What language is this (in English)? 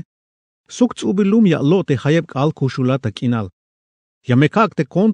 Tzeltal